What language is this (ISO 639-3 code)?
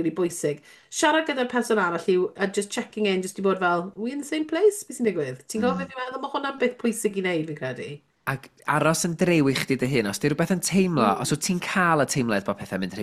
cym